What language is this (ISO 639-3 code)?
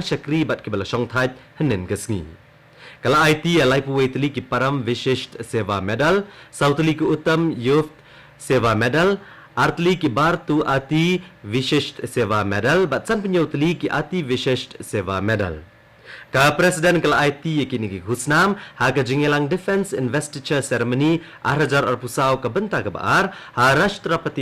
kha